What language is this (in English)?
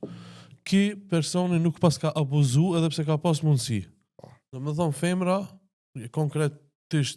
Albanian